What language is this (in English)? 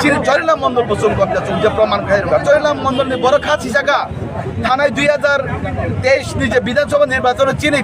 Kok Borok